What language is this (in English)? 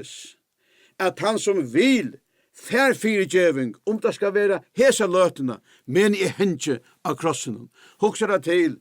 Faroese